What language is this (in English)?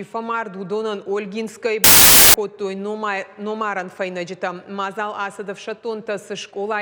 Ossetic